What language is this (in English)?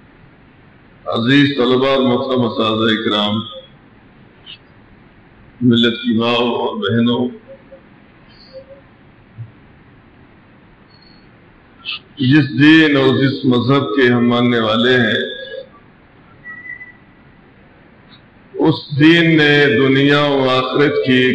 Urdu